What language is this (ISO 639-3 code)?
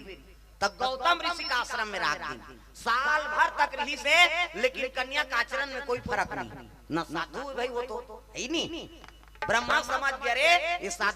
hne